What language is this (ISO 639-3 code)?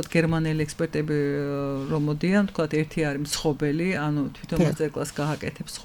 kat